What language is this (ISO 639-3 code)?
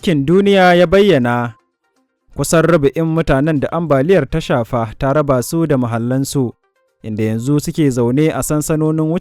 hau